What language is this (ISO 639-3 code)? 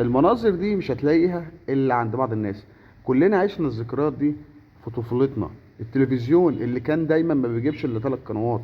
arz